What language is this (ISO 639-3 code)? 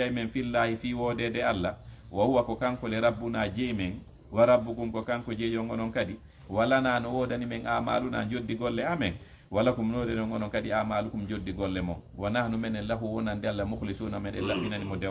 ful